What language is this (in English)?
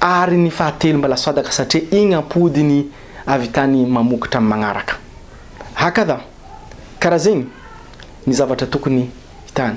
Malagasy